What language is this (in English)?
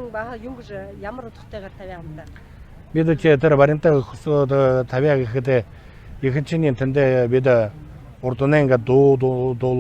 Buriat